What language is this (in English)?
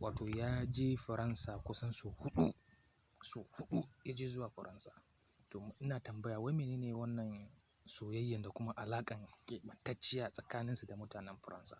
Hausa